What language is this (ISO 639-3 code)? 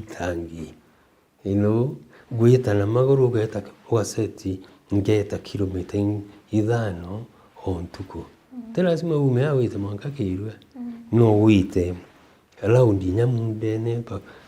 mer